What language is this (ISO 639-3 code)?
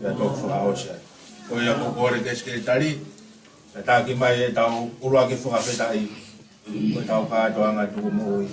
ton